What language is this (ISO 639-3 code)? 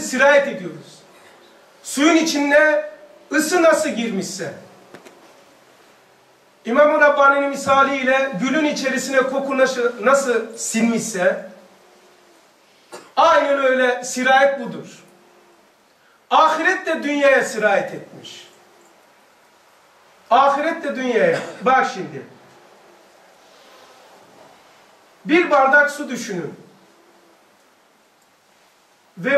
tur